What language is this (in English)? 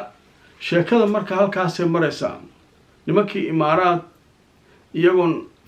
Somali